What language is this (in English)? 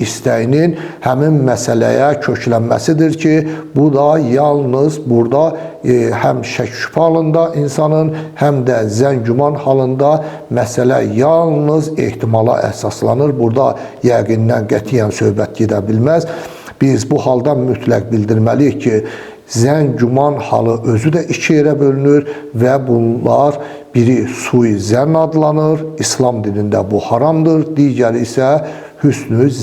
Azerbaijani